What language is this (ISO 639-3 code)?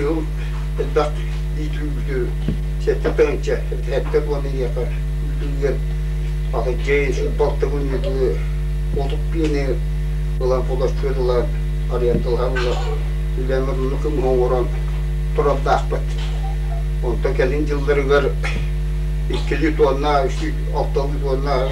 sah